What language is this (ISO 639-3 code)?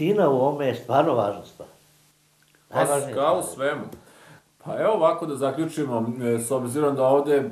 srp